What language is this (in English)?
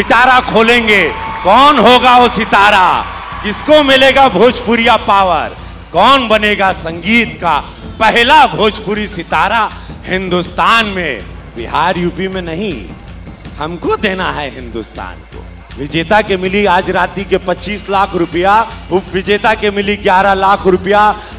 Bhojpuri